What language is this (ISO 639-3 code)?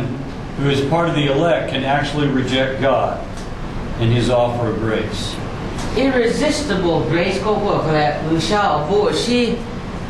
lhu